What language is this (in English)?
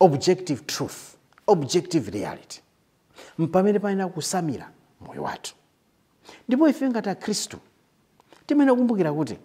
Nyanja